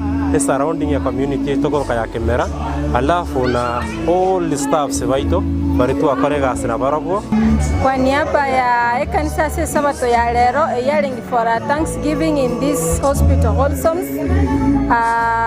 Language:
Gusii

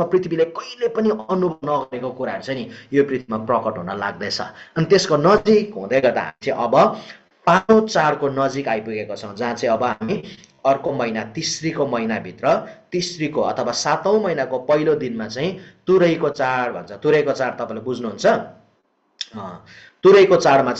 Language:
Nepali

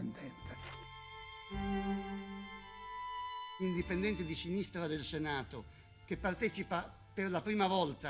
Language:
Italian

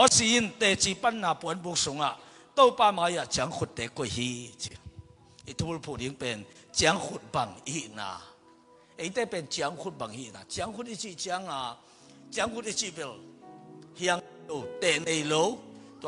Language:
Tedim Chin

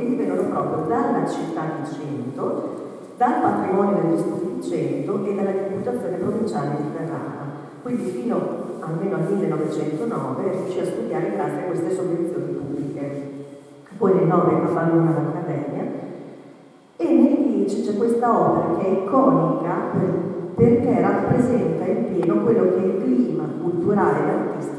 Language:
Italian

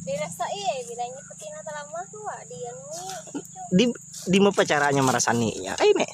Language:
Banjar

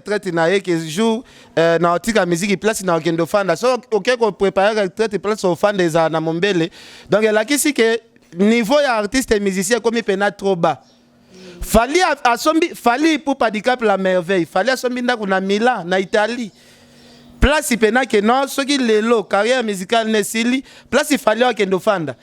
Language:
Lingala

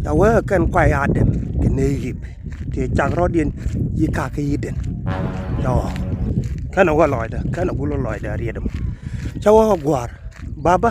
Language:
Nuer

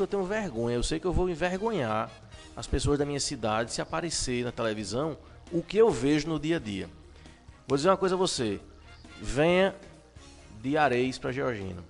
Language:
Portuguese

